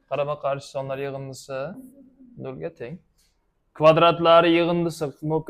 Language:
Uzbek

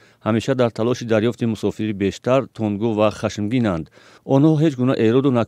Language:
Tajik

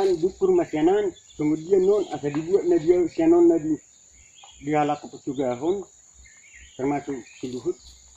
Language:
Batak Toba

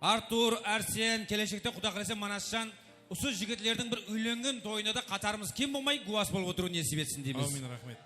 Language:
Kara-Kalpak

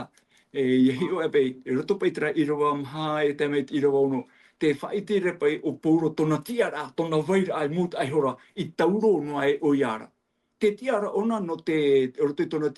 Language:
Tahitian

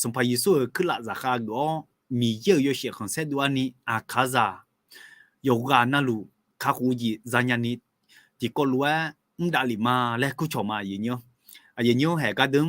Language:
Akha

